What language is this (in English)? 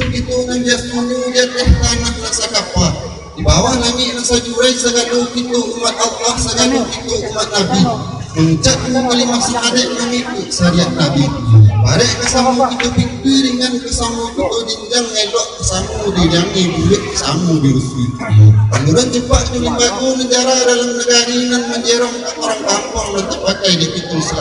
Minangkabau